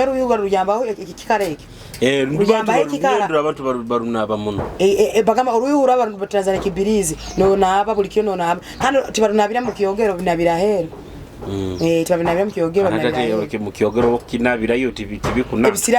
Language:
Nyoro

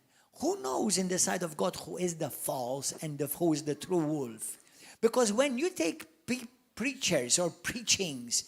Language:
English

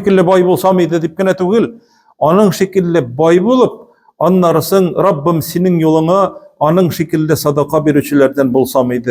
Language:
Tatar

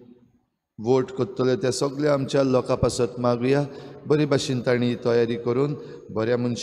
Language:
Konkani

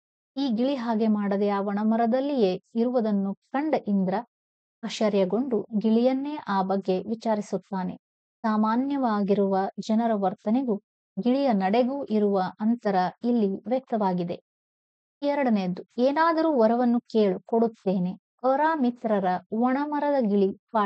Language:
Kannada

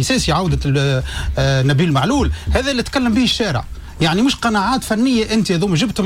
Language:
Tunisian Arabic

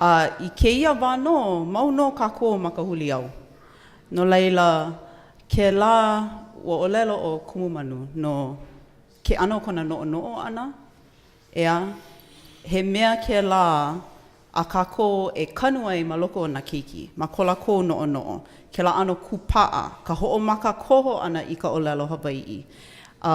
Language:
Hawaiian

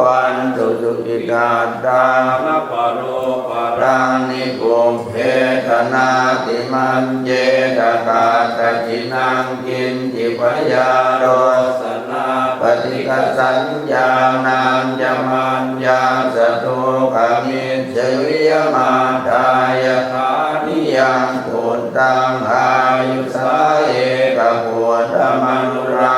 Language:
Pali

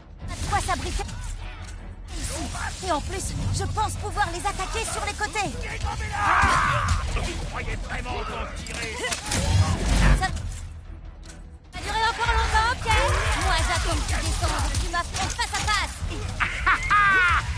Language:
French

